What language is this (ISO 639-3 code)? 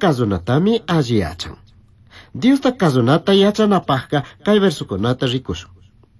qug